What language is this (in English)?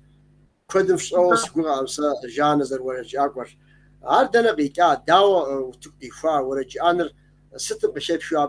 Kabardian